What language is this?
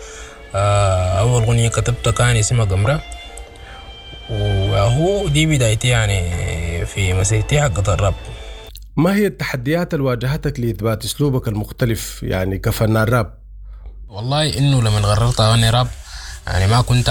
Sudanese Arabic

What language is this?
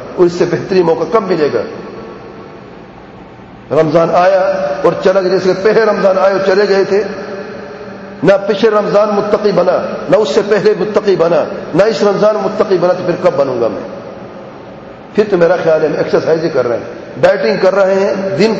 Urdu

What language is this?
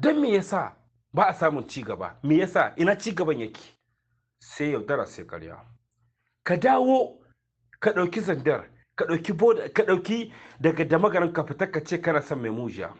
Hausa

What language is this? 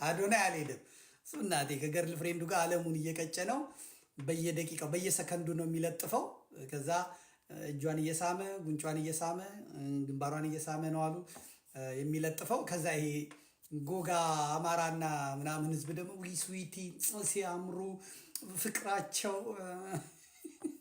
Amharic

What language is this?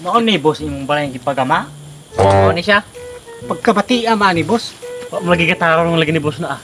Cebuano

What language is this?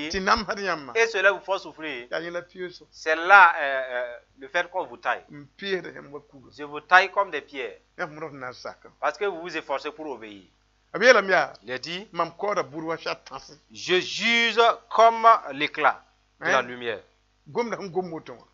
Mossi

